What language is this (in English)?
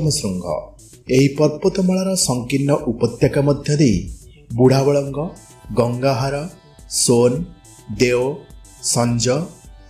Odia